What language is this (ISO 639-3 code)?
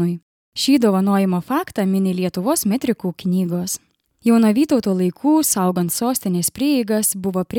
lit